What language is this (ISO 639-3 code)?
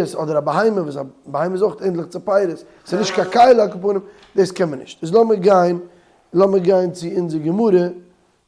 yid